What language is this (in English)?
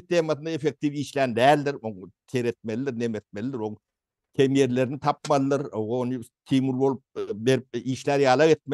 Turkmen